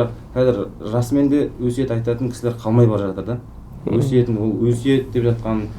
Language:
Kazakh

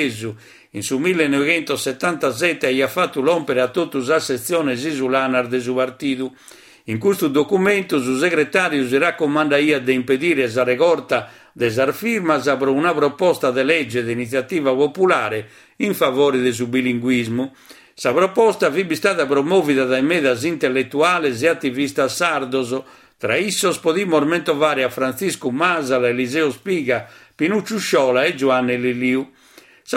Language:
Sardinian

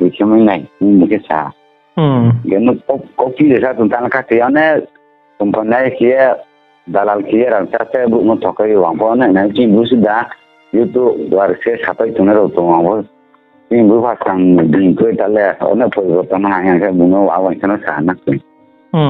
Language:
Riang (India)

